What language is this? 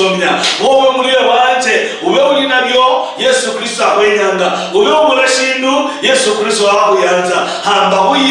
Luyia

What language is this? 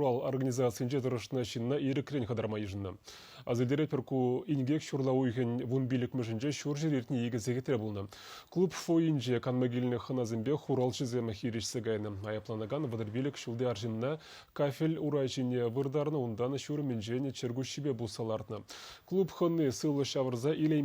Chuvash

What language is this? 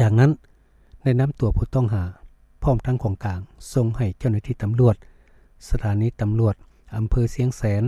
Lao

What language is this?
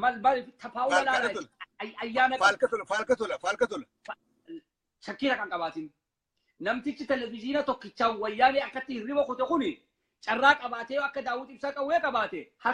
Oromo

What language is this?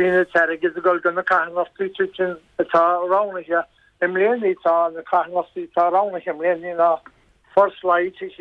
Irish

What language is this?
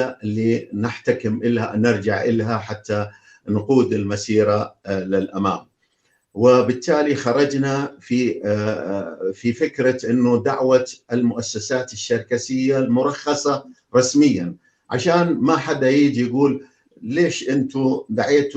North Levantine Arabic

